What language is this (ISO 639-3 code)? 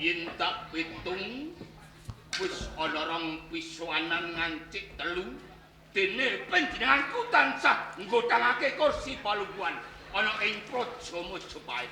jav